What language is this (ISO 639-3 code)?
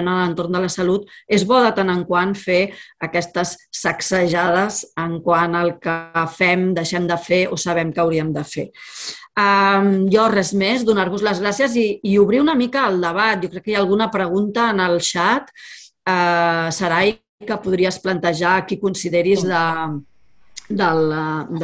cat